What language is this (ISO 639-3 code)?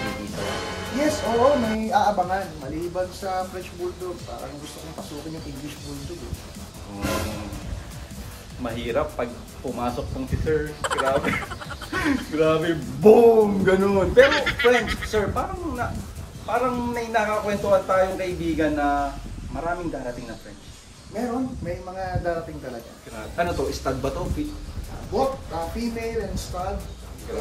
fil